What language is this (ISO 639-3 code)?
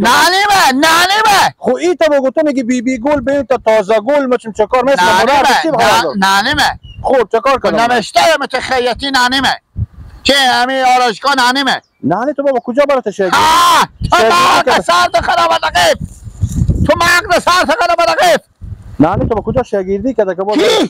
fas